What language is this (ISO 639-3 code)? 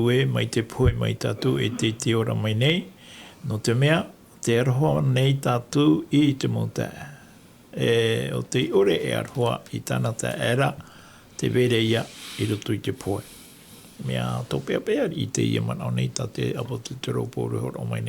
tah